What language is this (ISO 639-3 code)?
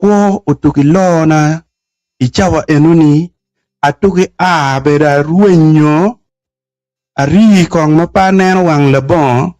ach